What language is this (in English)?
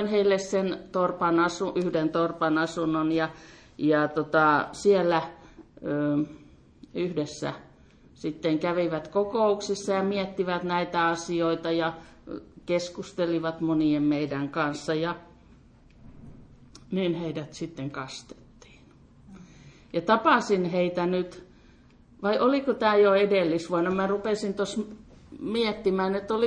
Finnish